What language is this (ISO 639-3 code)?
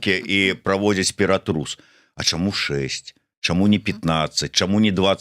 bel